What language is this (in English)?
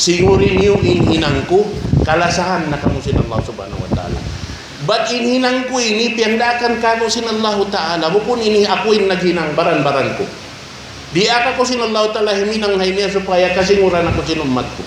Tausug